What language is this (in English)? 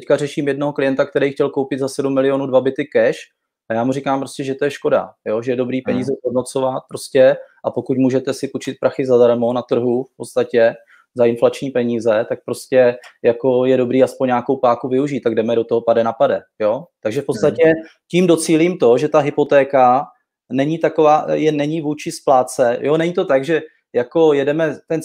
Czech